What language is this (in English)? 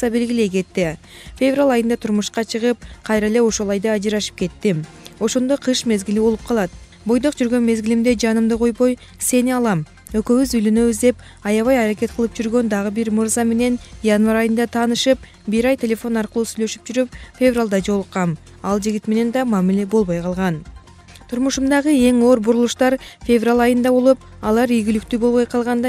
Kyrgyz